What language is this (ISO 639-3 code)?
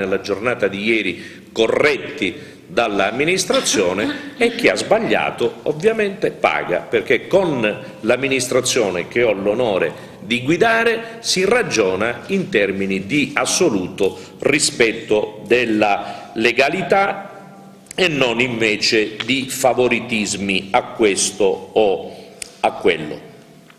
ita